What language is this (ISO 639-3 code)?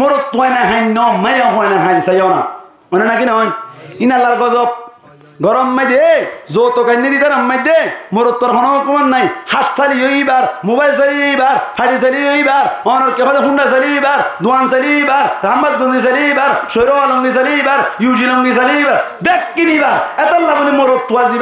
rhg